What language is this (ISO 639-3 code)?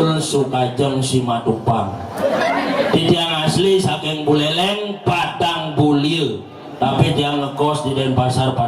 ban